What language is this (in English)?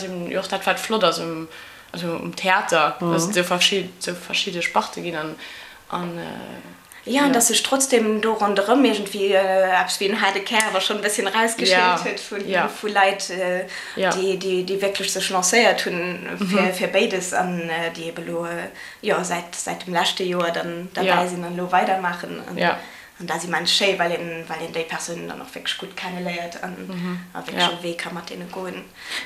Luxembourgish